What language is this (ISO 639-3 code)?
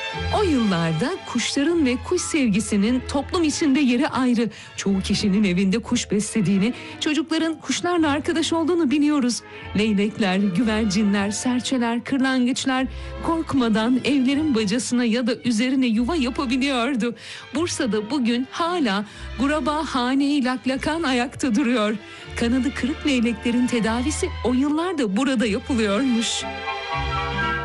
tur